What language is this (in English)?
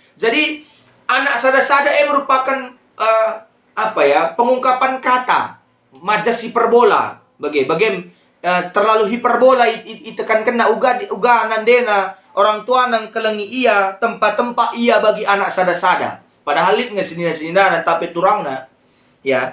Batak Karo